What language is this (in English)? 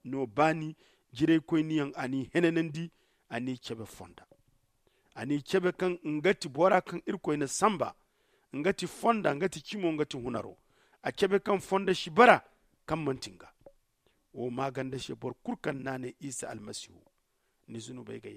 Zarma